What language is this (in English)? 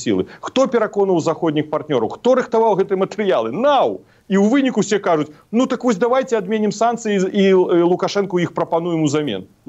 Belarusian